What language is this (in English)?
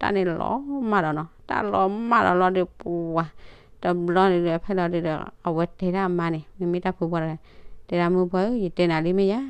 S'gaw Karen